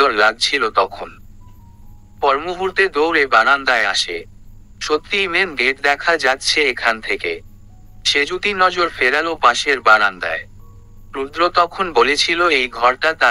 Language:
Bangla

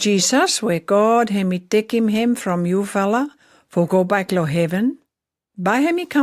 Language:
Pijin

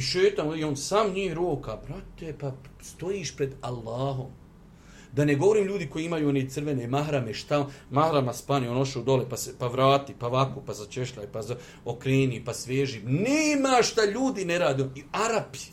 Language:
Bosnian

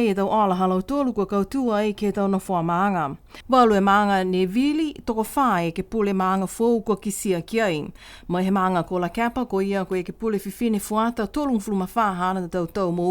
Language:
Niuean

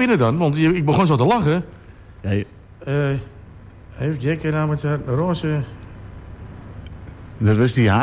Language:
Dutch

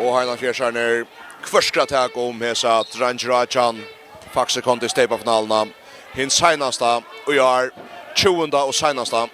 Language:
Faroese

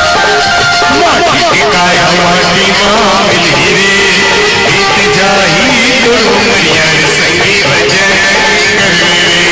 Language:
Chhattisgarhi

